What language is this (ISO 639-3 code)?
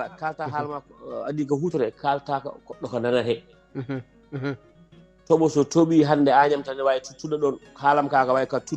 ful